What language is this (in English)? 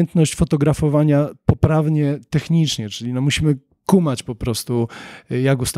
Polish